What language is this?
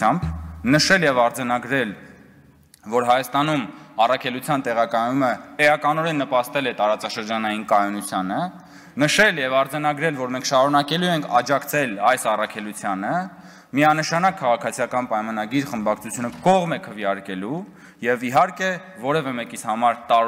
Armenian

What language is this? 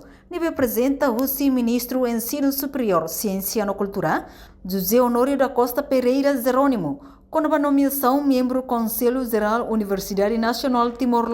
Tetum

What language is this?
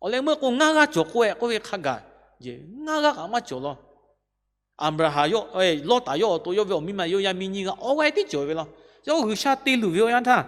Lahu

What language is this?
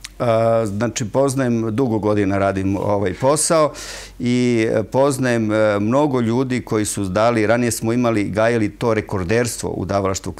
Serbian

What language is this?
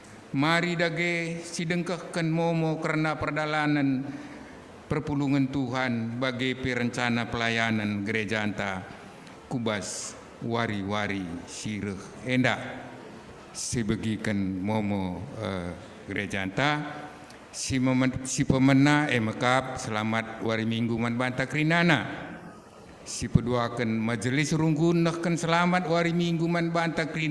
Batak Karo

